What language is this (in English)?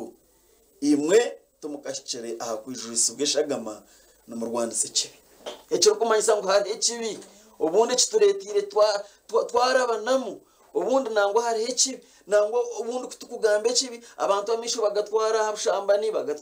Nyankole